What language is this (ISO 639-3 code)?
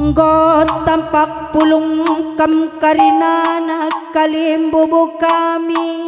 btx